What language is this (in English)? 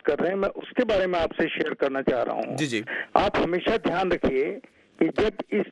Urdu